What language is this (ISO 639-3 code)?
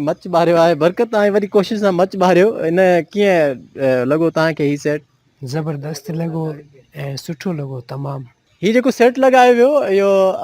snd